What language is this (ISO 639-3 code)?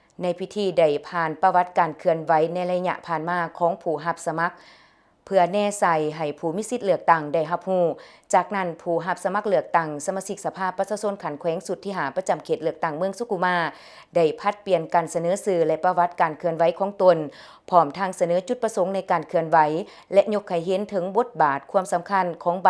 lao